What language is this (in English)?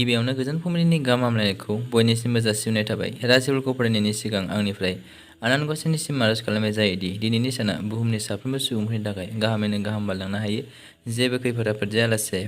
Bodo